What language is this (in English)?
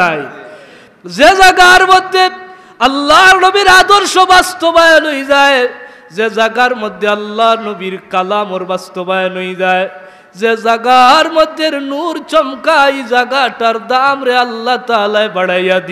Sylheti